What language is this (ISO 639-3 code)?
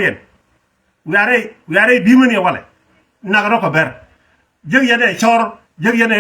nus